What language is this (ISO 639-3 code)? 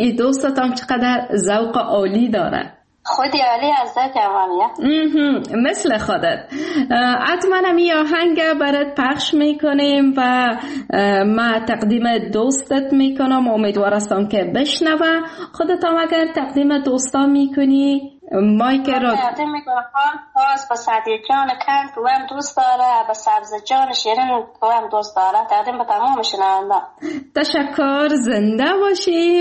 fas